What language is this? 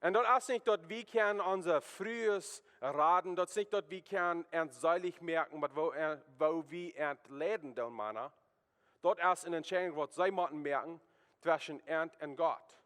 Plautdietsch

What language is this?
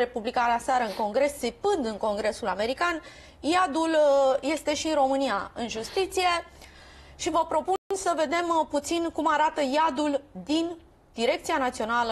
Romanian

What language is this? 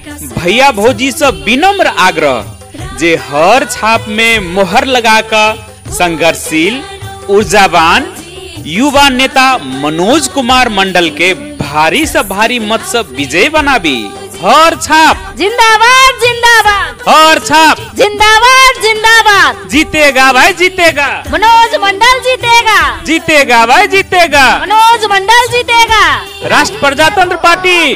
Maithili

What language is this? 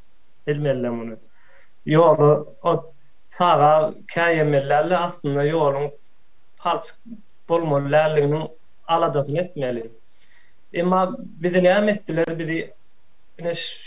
Turkmen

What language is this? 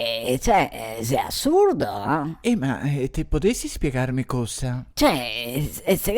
Venetian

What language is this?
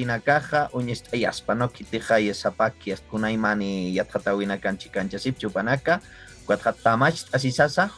Aymara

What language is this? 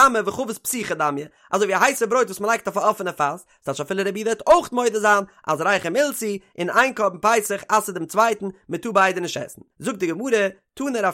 Yiddish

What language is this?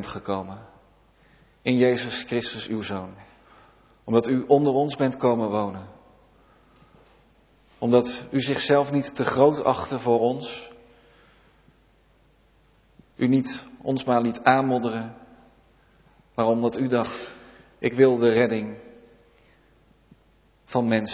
Dutch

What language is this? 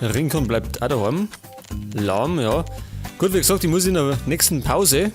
Bavarian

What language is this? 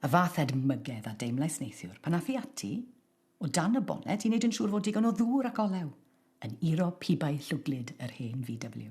Welsh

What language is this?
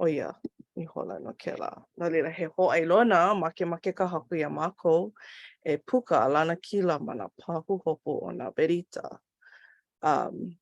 Hawaiian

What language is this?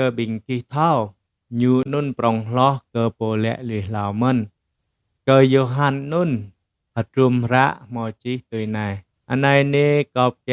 Jarai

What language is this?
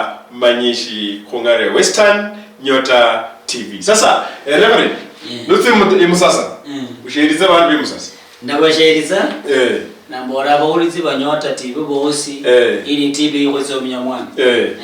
Luyia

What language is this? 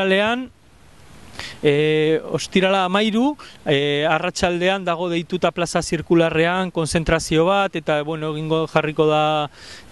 Basque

